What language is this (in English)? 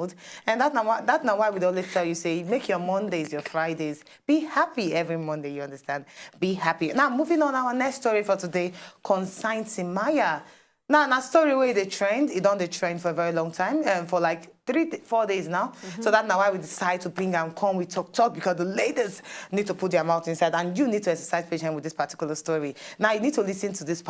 Nigerian Pidgin